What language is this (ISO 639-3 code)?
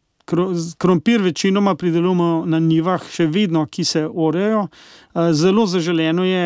slv